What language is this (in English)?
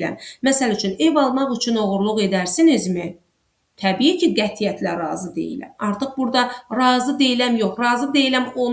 Azerbaijani